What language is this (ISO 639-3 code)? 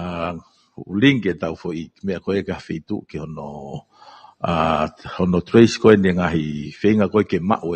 ton